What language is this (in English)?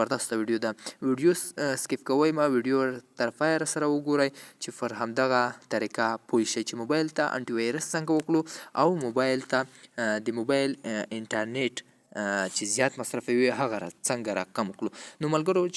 Pashto